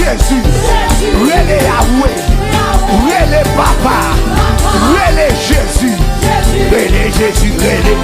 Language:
Haitian Creole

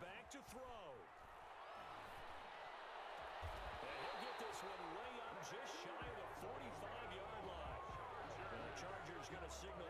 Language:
English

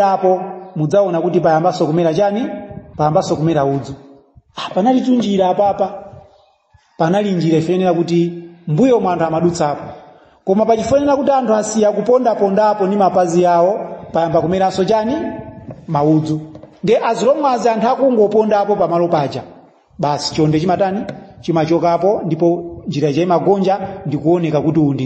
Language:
Nyanja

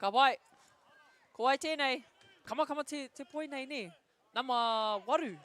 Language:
Māori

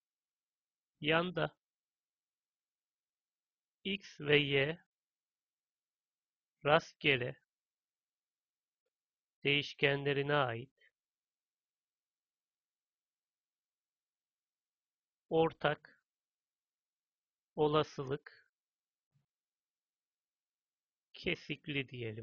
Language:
Turkish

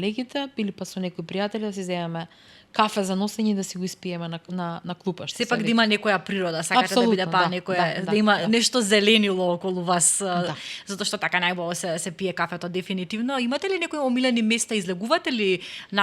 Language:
Macedonian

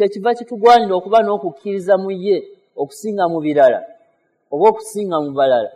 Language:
Ganda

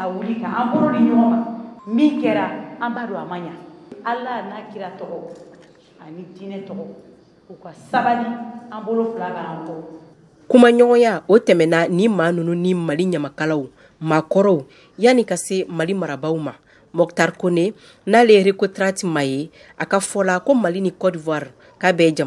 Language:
Bambara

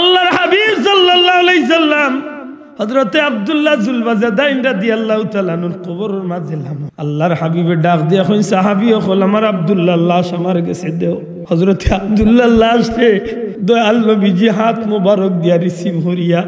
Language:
Sylheti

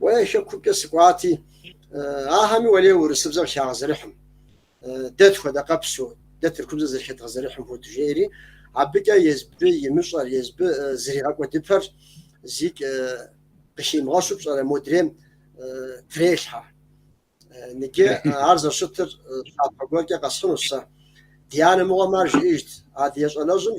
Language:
Kabardian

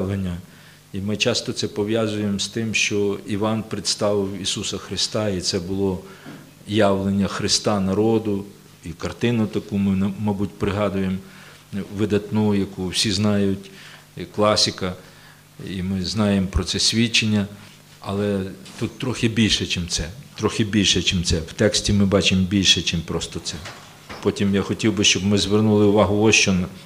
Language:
Ukrainian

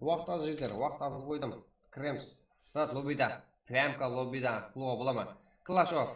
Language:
Kara-Kalpak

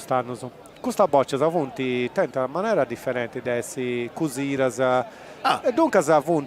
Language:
Sardinian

